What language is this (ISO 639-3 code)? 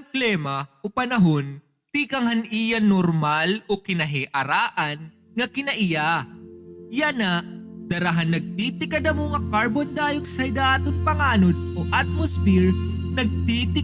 war